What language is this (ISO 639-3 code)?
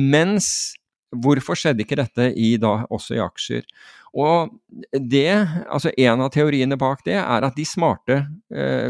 nor